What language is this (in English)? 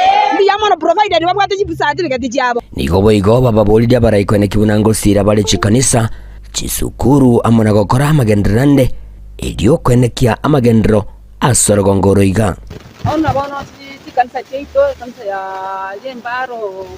Gusii